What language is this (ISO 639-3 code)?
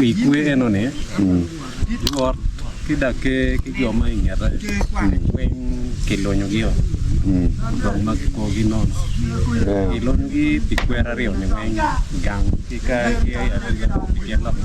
ach